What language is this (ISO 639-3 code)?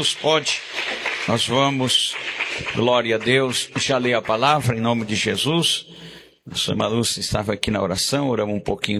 por